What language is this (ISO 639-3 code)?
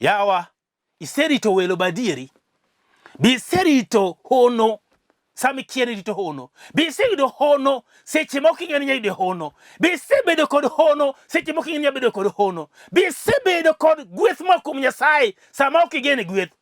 luo